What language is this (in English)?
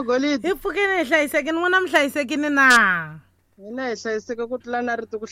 Tsonga